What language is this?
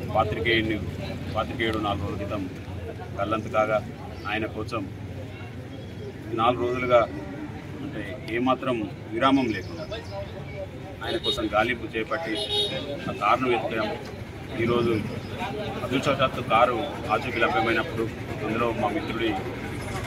Telugu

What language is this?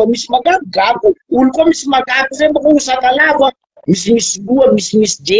Malagasy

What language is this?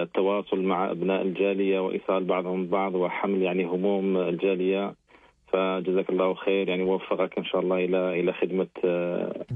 Algerian Arabic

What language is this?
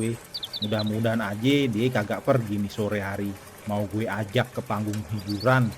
Betawi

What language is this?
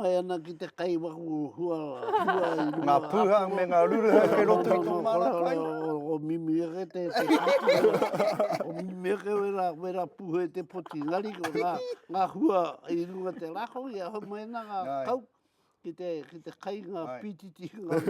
Māori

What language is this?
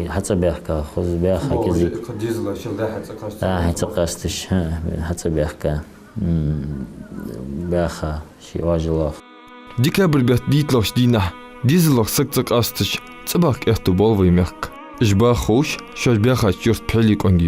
Ingush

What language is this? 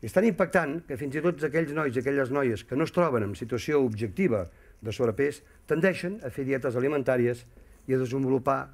Catalan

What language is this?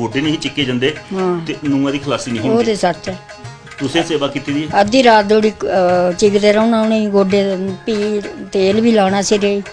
Dogri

